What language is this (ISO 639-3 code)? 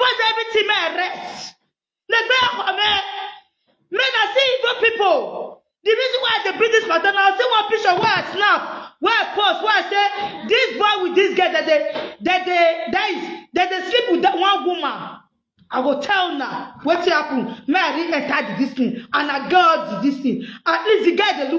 pcm